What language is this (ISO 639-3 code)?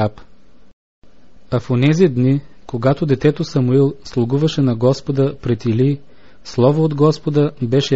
bul